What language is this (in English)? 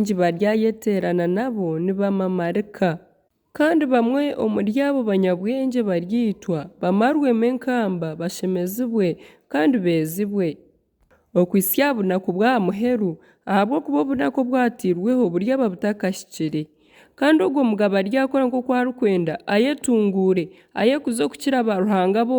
Nyankole